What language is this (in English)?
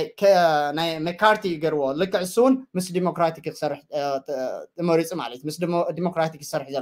Tigrinya